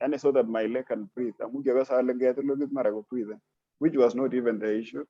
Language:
Kalenjin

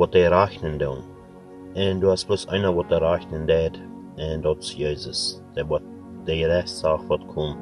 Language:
Plautdietsch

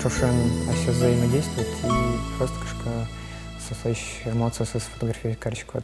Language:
Udmurt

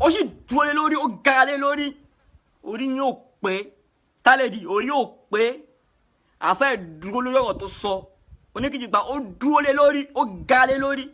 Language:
Yoruba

